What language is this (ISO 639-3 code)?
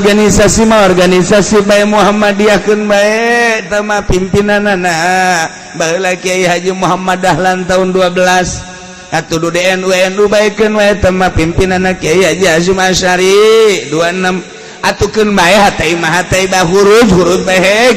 sun